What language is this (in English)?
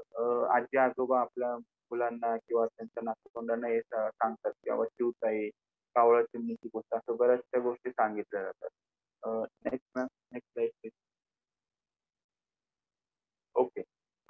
Marathi